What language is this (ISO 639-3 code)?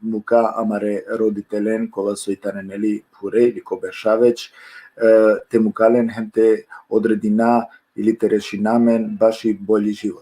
rmn